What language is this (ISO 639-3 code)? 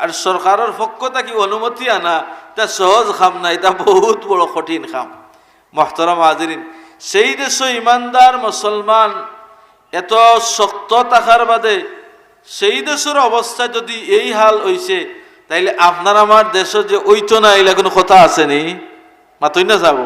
syl